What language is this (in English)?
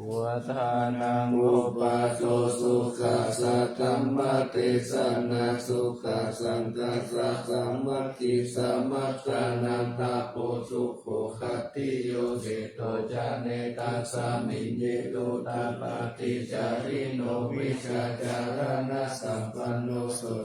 Pali